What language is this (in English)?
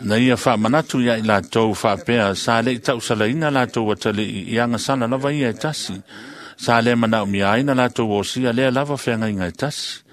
Samoan